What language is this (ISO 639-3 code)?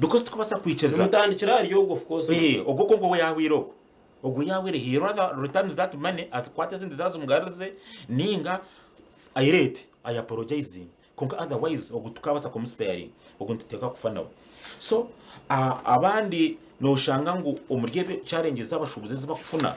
nyn